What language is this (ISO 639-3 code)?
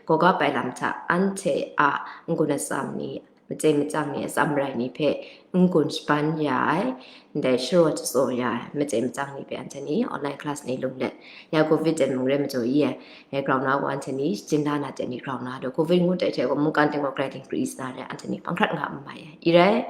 kac